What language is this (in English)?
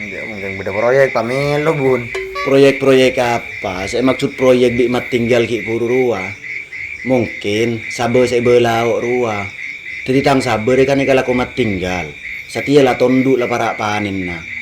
Madurese